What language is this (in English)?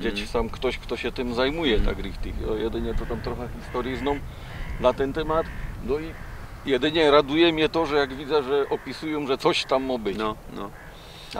Silesian